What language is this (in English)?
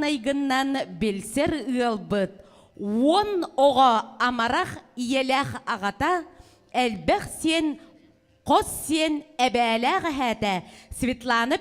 Yakut